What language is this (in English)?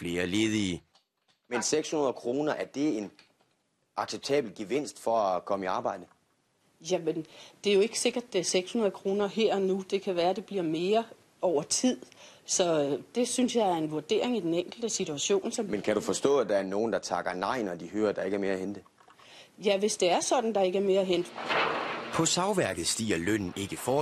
Danish